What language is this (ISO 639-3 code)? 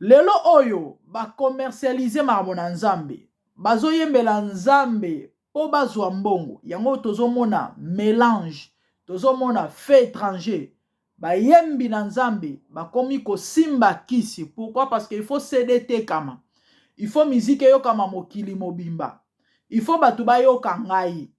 lin